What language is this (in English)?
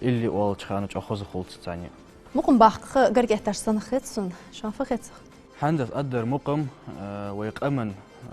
Ingush